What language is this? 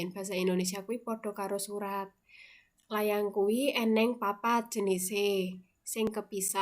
Javanese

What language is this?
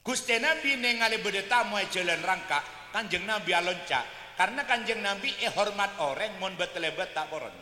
Madurese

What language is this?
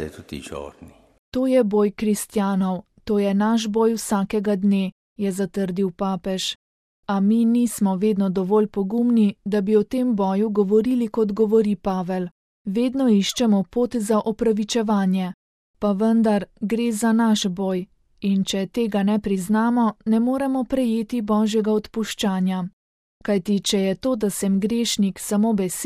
Slovenian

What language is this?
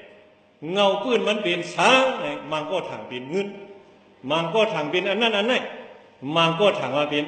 Shan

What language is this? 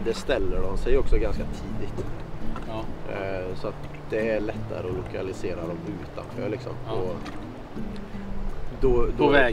Swedish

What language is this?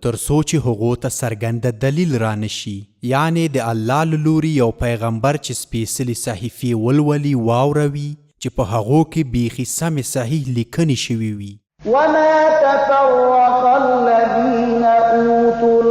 Pashto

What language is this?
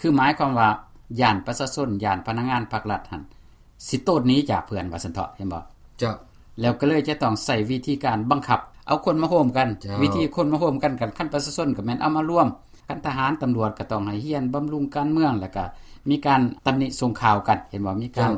Lao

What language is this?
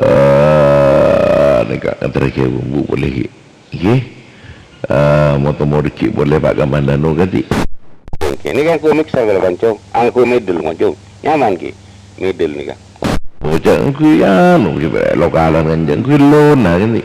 Madurese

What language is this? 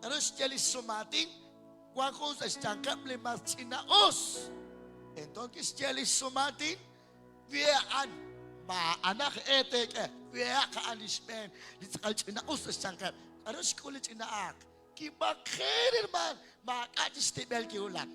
Kekchí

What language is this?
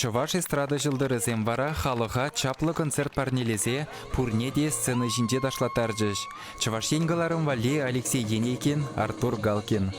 Chuvash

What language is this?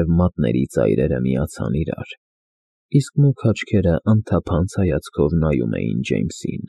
Armenian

